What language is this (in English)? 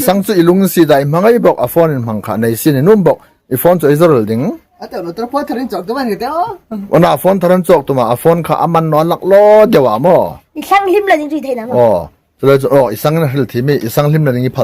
Hmar